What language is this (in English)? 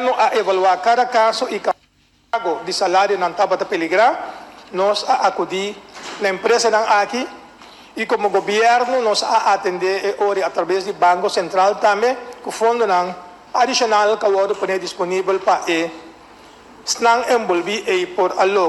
Papiamento